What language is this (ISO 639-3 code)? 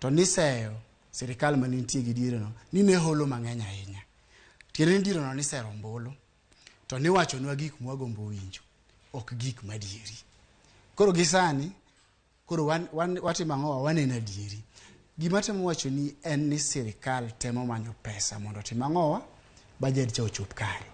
luo